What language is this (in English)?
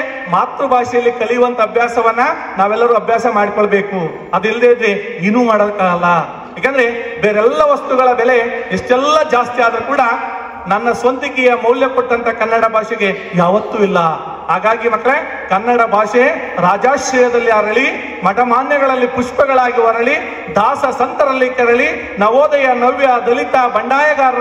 Kannada